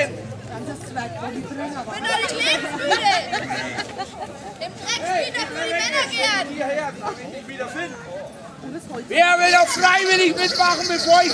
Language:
German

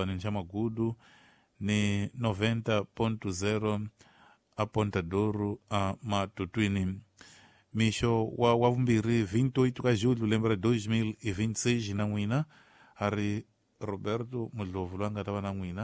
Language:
Tsonga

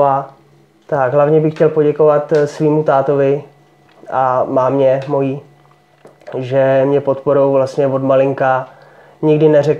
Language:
Czech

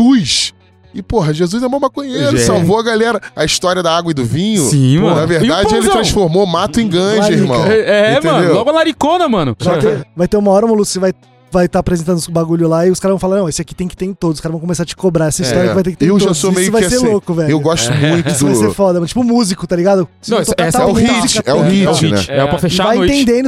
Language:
Portuguese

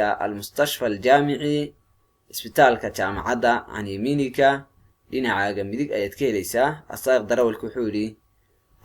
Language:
Somali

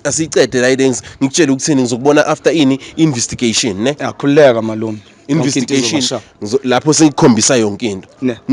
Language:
Zulu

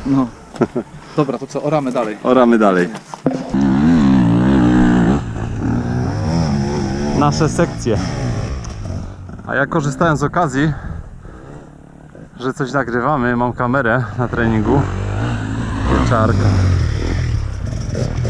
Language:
Polish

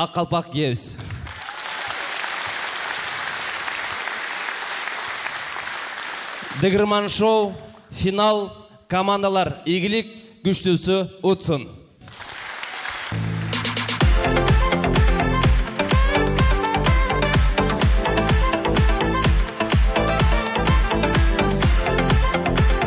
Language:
Kazakh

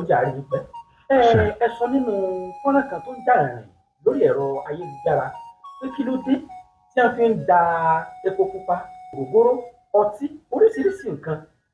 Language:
Yoruba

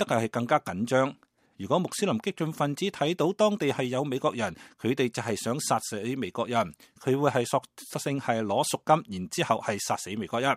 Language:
Cantonese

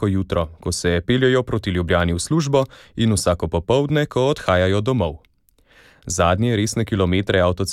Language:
Slovenian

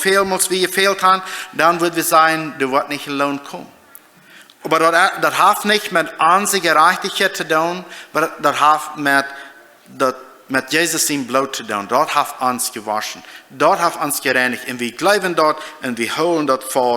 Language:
Plautdietsch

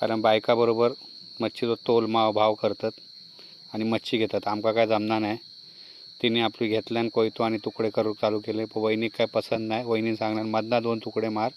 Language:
Konkani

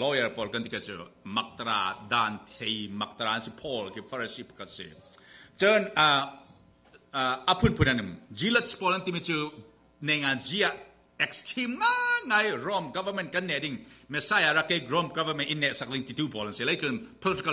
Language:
Falam Chin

